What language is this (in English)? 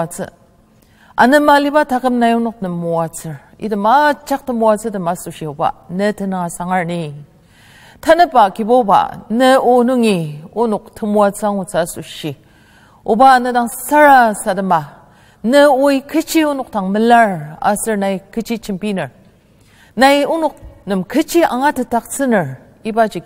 Ao Naga